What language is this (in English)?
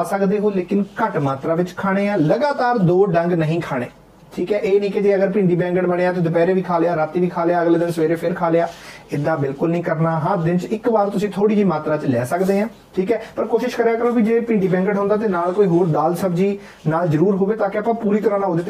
Punjabi